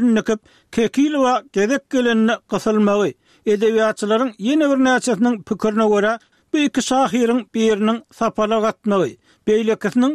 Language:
Turkmen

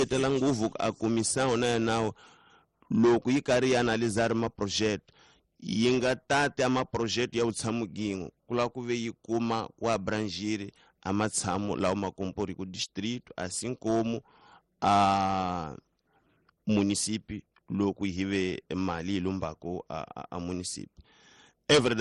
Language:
Tsonga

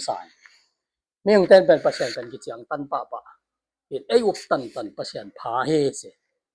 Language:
Tedim Chin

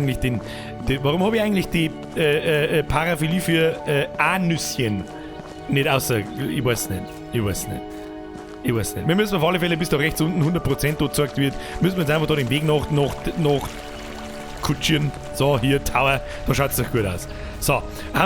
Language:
Bavarian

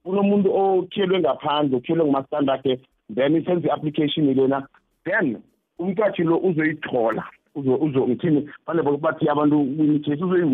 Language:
South Ndebele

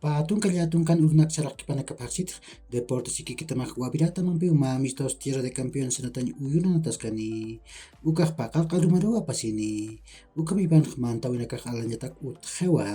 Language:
Aymara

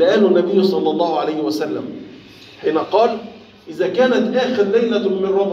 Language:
Egyptian Arabic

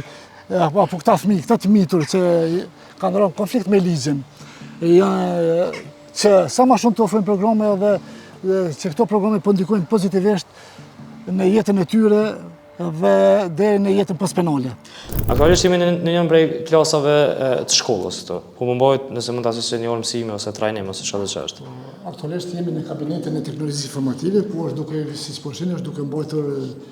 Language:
Albanian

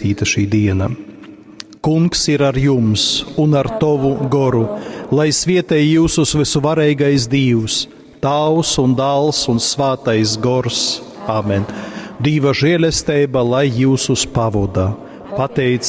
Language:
Latgalian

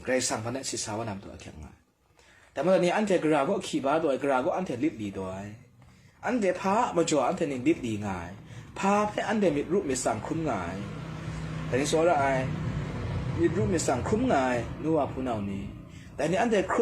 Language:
Kachin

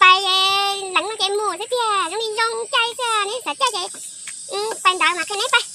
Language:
Hmong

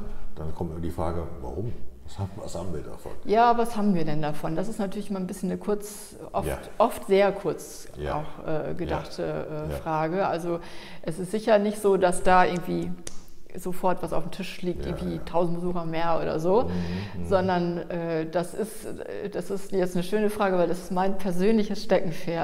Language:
German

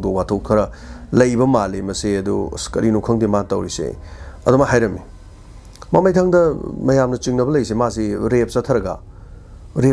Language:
Manipuri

